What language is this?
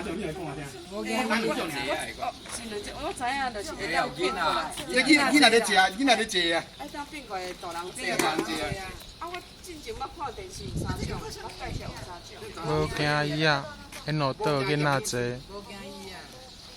Min Nan Chinese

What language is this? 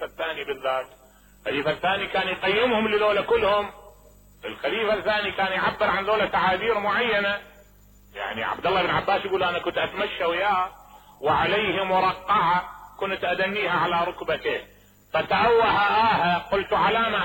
Mesopotamian Arabic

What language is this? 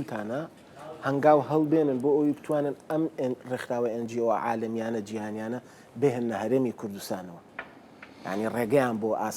Central Kurdish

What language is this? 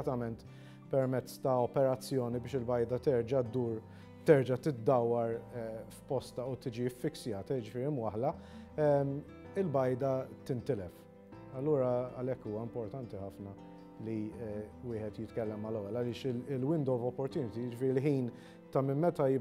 Maltese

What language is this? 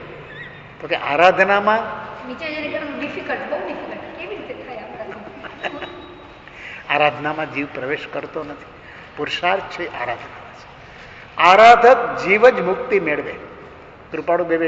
Gujarati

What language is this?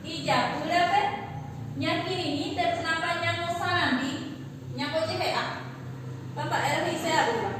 Guarani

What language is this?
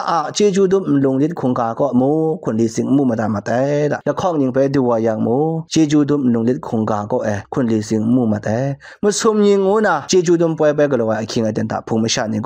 Kachin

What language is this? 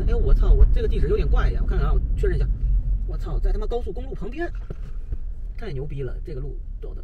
Chinese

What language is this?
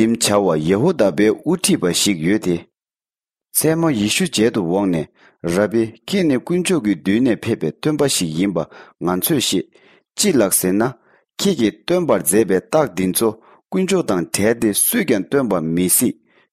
Tibetan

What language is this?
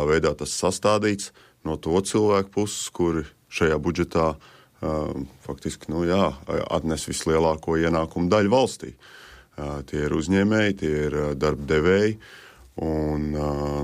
Latvian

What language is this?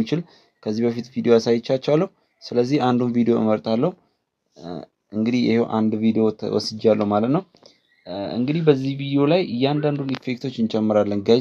Amharic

